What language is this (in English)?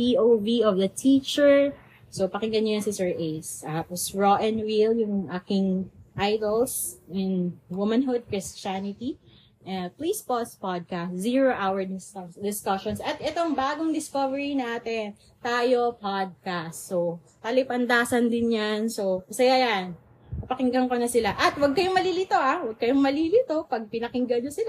Filipino